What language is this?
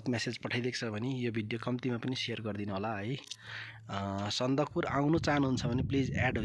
Nepali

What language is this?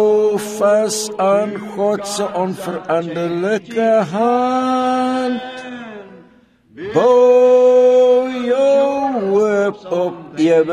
Afrikaans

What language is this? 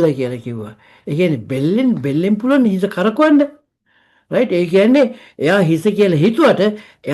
Sinhala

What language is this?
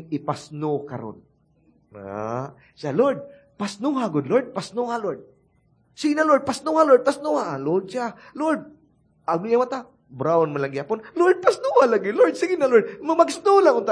Cebuano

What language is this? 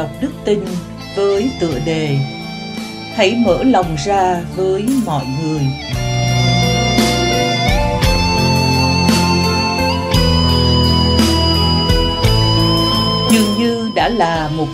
Vietnamese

